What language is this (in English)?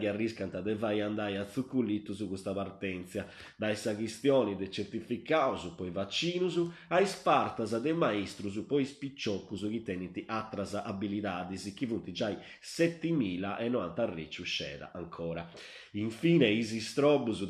Sardinian